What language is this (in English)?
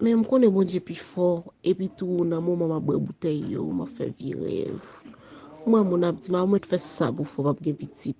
Haitian Creole